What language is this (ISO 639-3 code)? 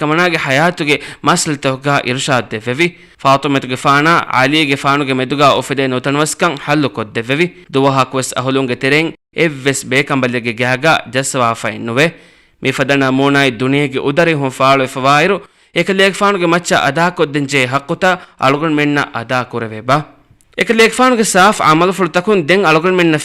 div